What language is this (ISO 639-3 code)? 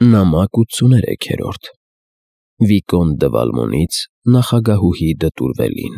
hye